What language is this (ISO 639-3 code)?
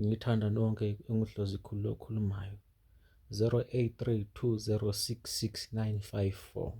zul